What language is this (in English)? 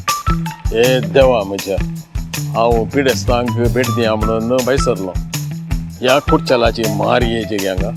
Konkani